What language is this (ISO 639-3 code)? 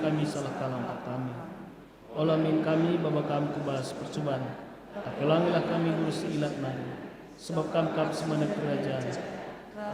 btx